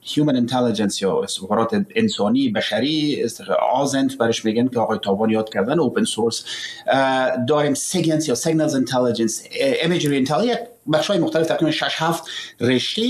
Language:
Persian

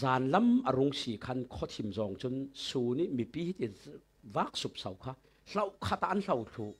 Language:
Falam Chin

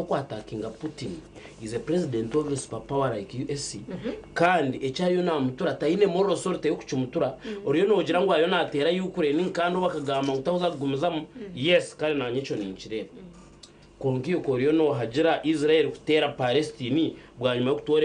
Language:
Nyankole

